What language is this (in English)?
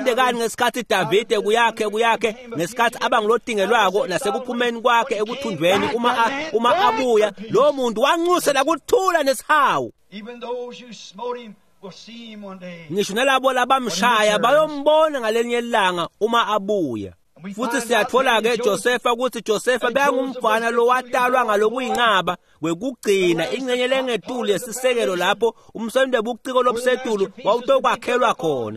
Swati